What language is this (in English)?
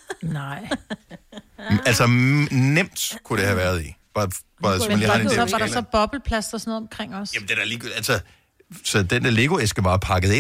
Danish